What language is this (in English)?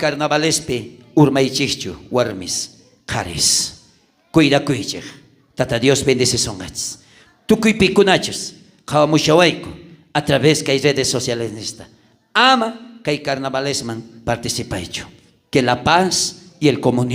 South Bolivian Quechua